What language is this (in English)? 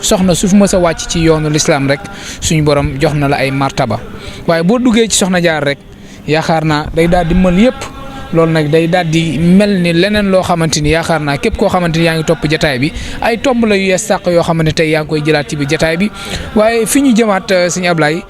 Wolof